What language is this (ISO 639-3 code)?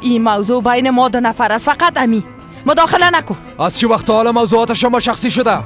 fas